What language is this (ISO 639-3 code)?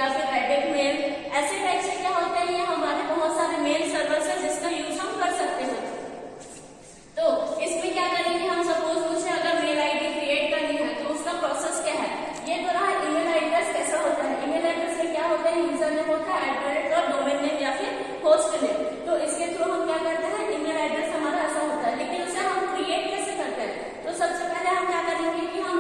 hin